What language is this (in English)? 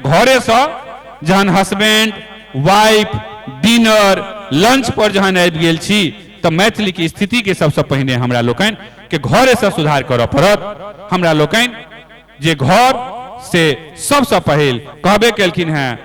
Maithili